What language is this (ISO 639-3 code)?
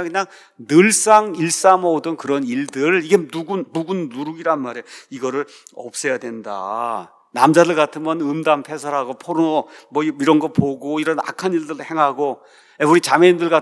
kor